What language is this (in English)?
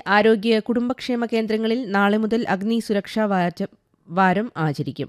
Malayalam